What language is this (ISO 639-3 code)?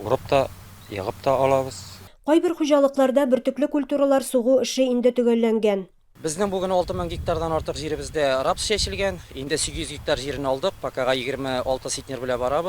tat